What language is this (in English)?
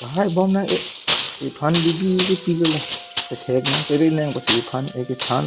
Karbi